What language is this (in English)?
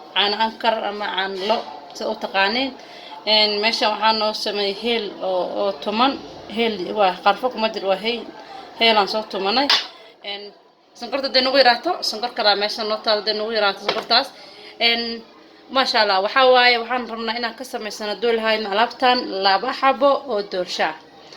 Somali